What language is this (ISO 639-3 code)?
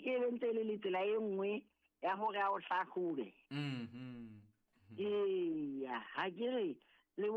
sot